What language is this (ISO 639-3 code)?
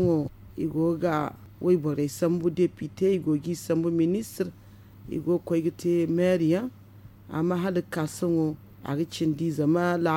dje